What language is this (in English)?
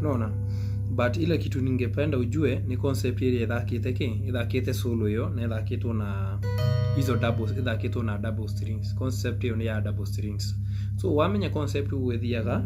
Kikuyu